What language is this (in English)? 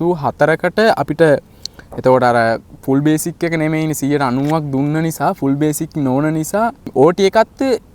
Sinhala